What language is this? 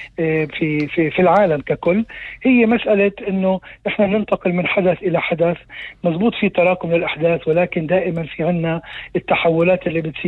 North Levantine Arabic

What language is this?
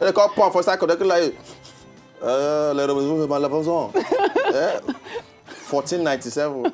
Nigerian Pidgin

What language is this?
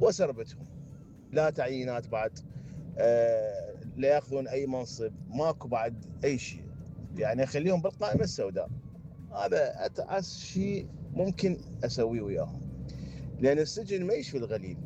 Mesopotamian Arabic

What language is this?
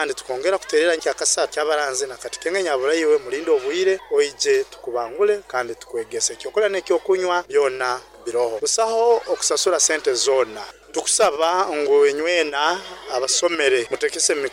Nyoro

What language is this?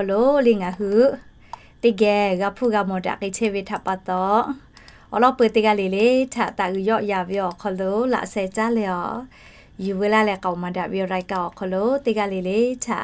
Lahu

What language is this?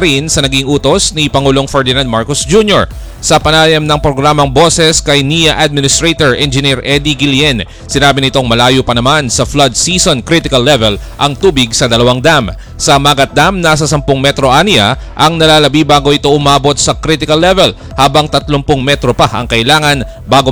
Filipino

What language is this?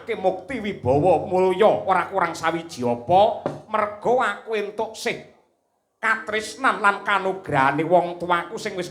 Javanese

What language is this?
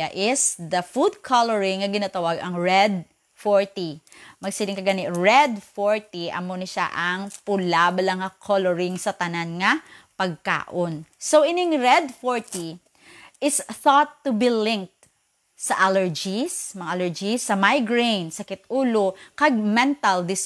Hiligaynon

